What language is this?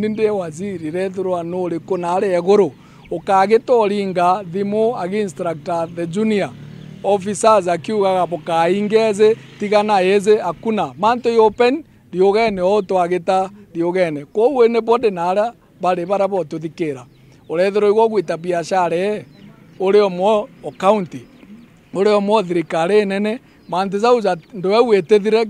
Meru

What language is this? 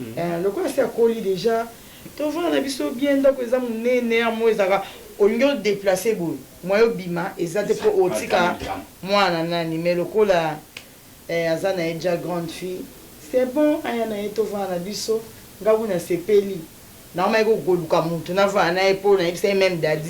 Lingala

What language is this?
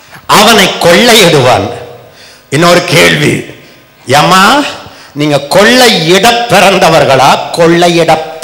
Tamil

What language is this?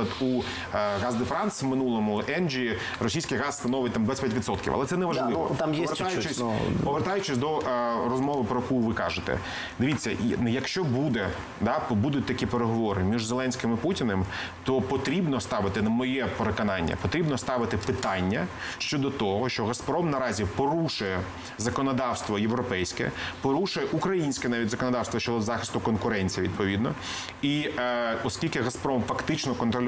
Ukrainian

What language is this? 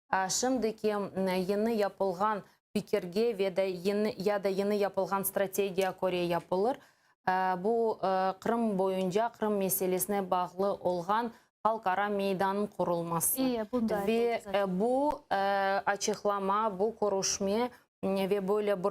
Crimean Tatar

